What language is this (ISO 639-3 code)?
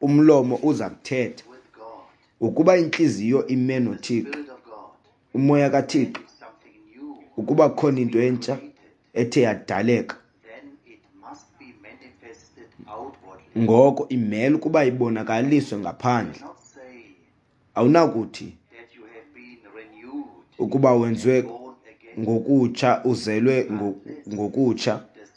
xho